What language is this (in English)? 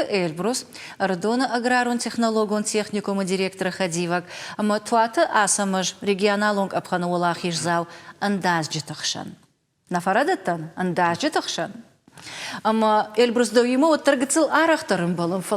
Ossetic